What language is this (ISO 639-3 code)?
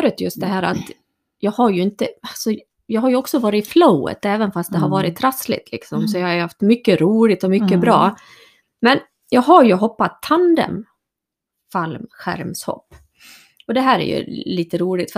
swe